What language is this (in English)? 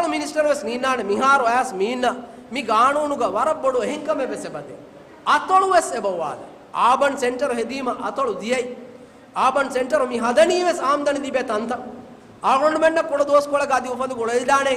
Divehi